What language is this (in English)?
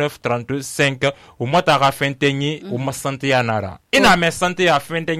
Susu